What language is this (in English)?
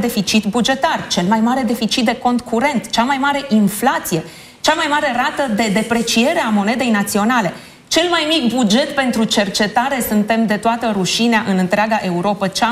Romanian